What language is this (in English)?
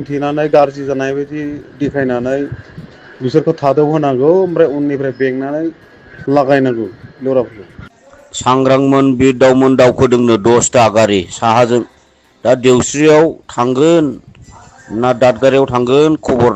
Bodo